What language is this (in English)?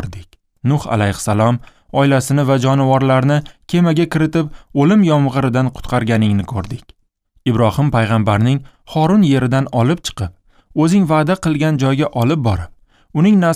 Uzbek